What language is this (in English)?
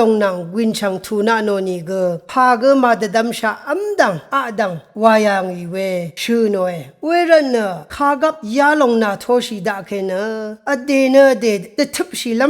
Rawang